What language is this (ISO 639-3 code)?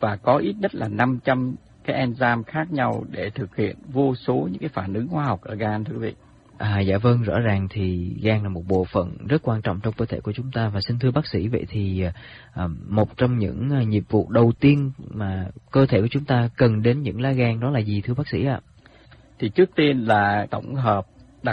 vie